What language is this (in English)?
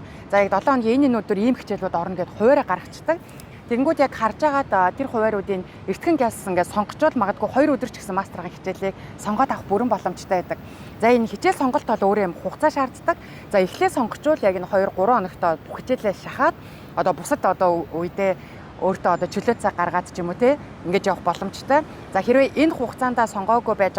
Mongolian